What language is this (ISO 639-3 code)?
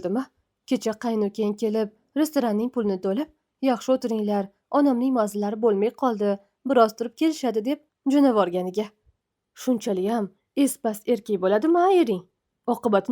uzb